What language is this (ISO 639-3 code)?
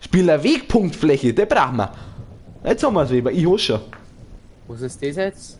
bar